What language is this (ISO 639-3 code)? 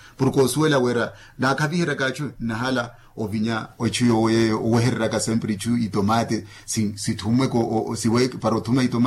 vmw